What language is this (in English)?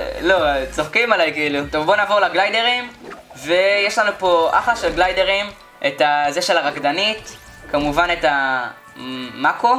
Hebrew